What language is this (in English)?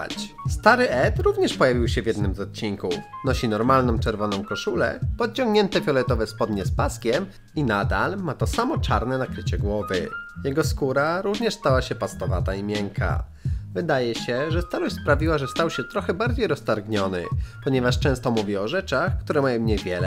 Polish